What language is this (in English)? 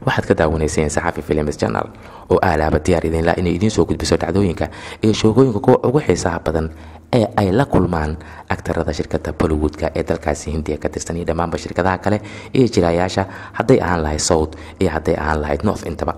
Somali